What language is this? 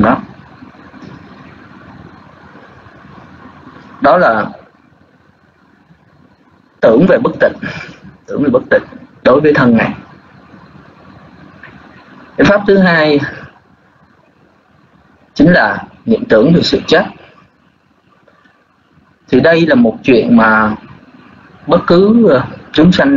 Vietnamese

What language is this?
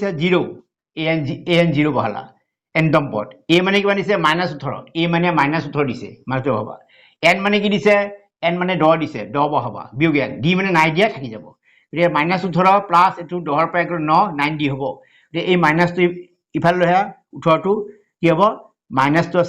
Assamese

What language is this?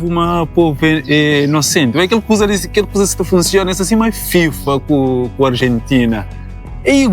Kabuverdianu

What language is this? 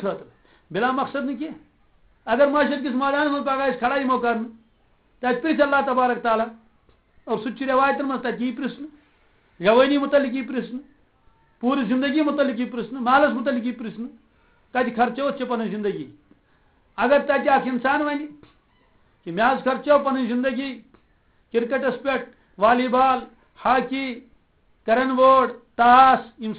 Kashmiri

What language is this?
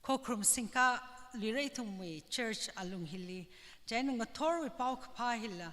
Tangkhul Naga (India)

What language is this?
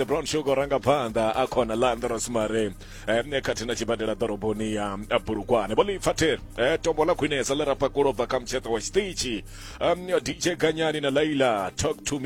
Venda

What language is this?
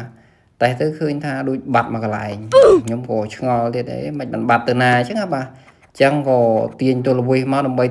Khmer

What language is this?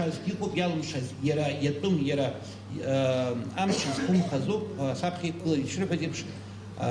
Abkhazian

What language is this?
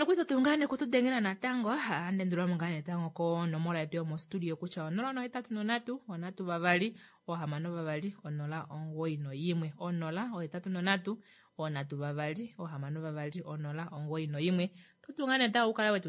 Kuanyama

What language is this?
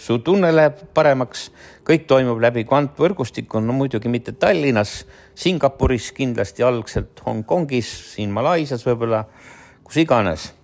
Estonian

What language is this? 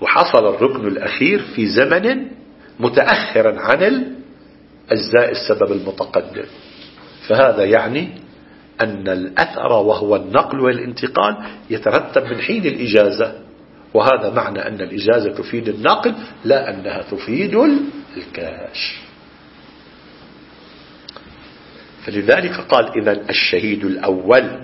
Arabic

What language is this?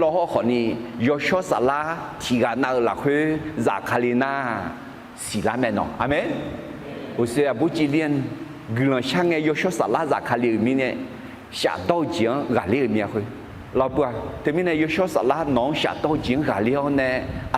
Akha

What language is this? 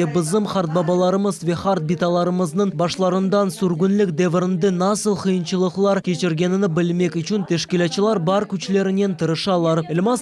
Crimean Tatar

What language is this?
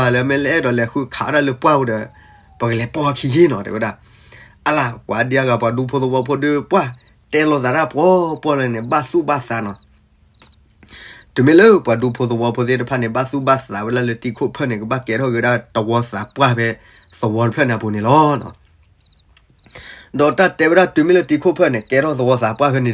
S'gaw Karen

